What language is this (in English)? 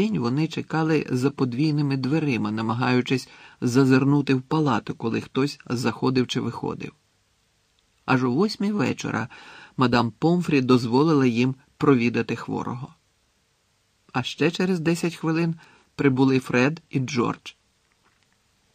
Ukrainian